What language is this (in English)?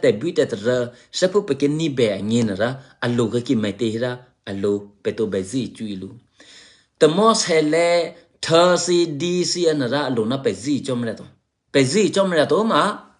Eastern Kayah